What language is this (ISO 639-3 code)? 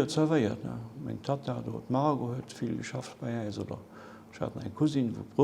ltz